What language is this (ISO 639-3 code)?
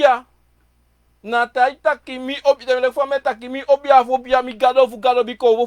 srn